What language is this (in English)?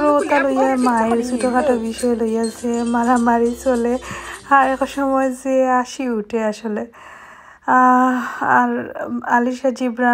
Sylheti